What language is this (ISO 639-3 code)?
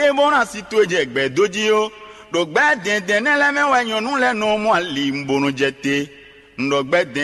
fon